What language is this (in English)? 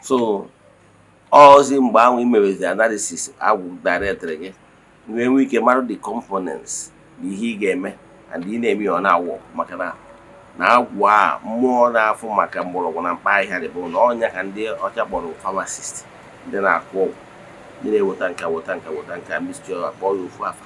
Igbo